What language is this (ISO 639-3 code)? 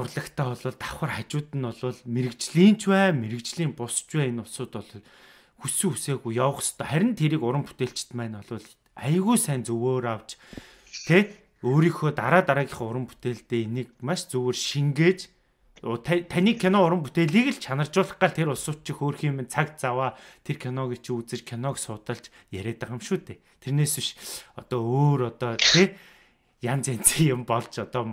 mon